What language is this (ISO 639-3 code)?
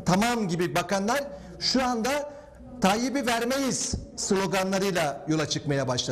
tur